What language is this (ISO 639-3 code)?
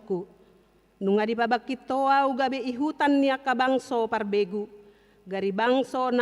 bbc